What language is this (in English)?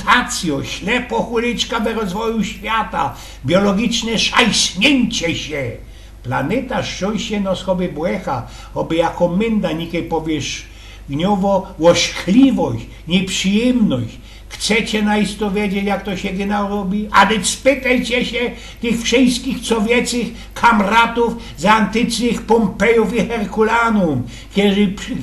Silesian